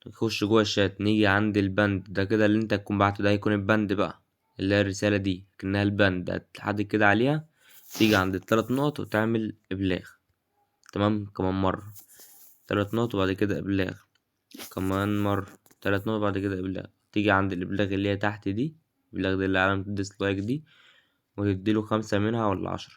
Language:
Egyptian Arabic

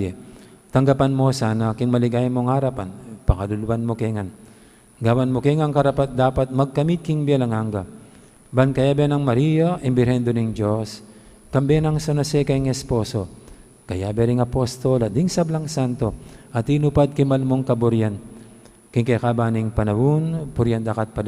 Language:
Pampanga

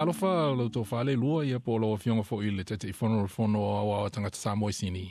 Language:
Samoan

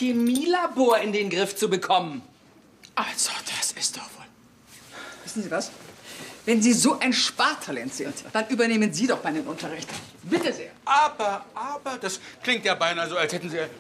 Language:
German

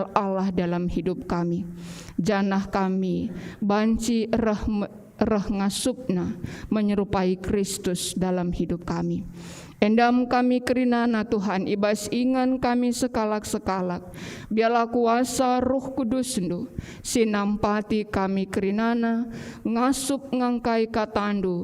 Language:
Batak Karo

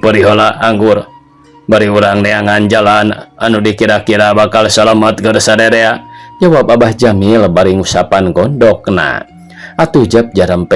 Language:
Sundanese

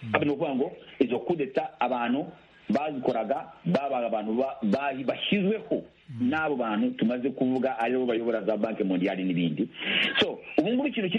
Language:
Kinyarwanda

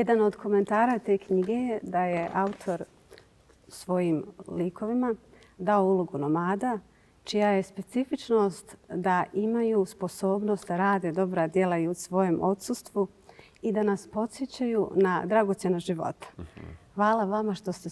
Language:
Bosnian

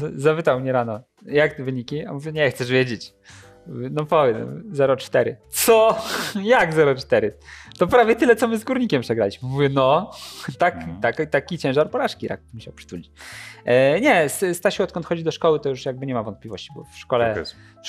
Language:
Polish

